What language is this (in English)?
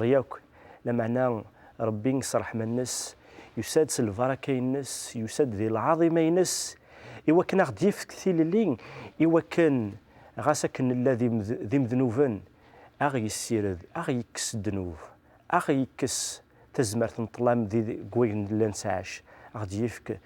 Kabyle